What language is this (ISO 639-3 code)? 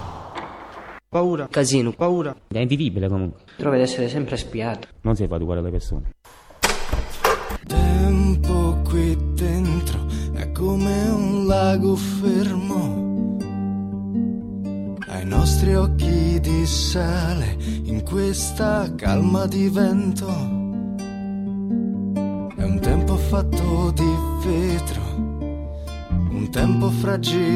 ita